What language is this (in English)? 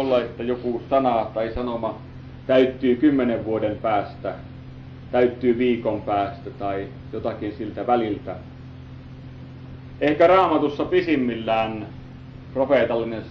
Finnish